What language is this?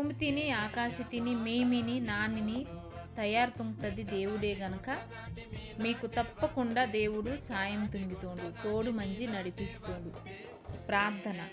Koya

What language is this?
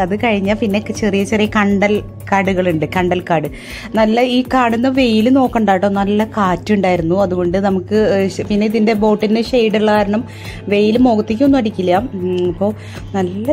Malayalam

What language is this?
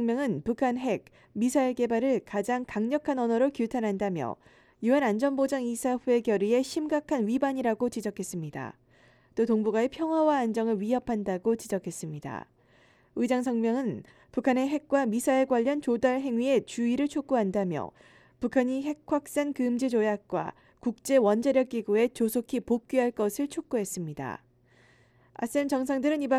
Korean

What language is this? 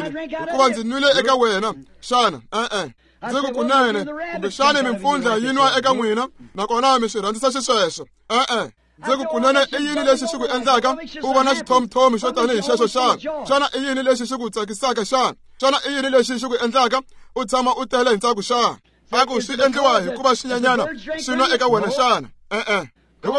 Tsonga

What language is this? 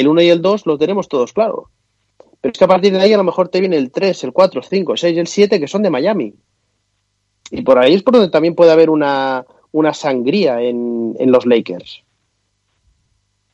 Spanish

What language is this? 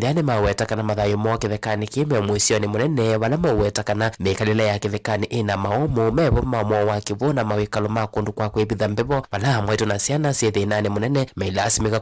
Kamba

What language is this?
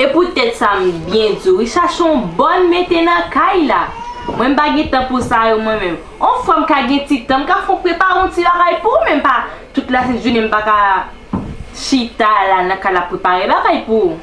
Haitian Creole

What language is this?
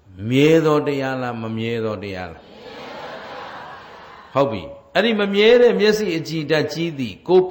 Burmese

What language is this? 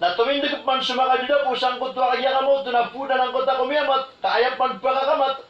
Maranao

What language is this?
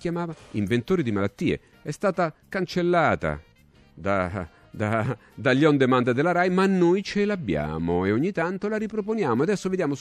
Italian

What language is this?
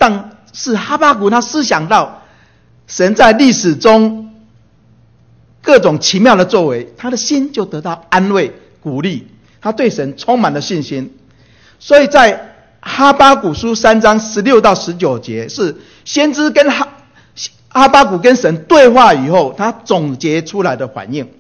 Chinese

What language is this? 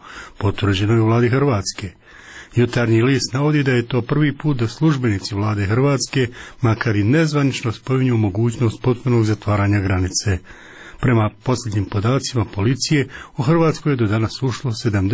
Croatian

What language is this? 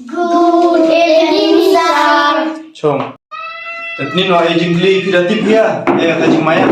Khasi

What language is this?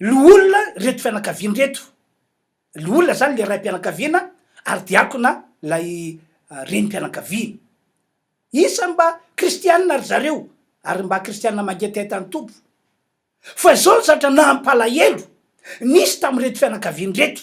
Malagasy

